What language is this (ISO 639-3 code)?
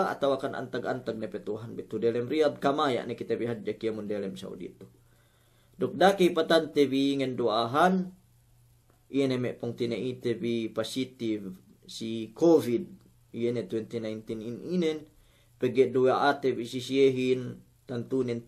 yka